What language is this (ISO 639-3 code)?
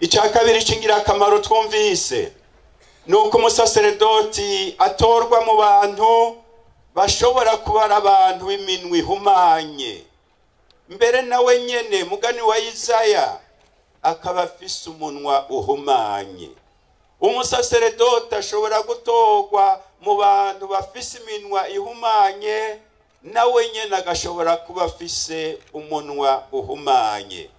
run